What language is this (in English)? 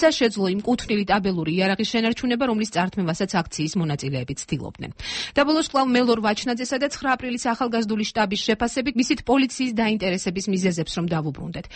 Georgian